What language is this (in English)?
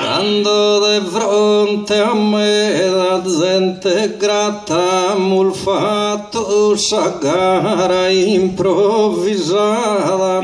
Sardinian